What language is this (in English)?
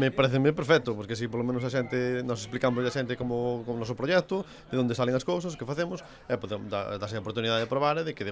Galician